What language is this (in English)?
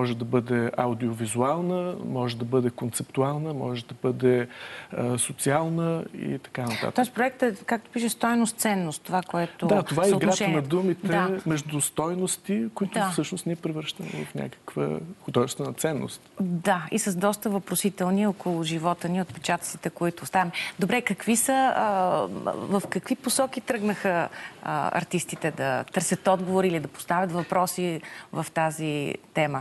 Bulgarian